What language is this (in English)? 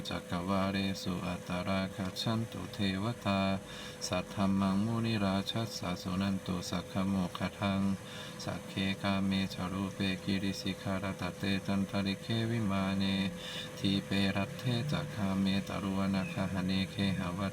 Pali